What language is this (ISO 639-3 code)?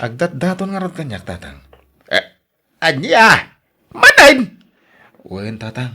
ilo